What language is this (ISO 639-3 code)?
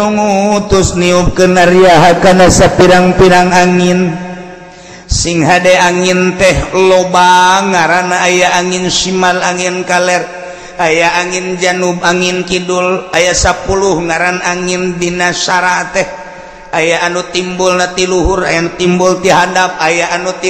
sun